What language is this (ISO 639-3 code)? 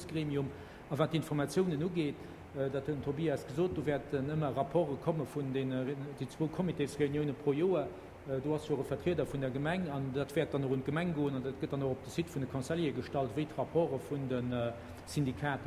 ltz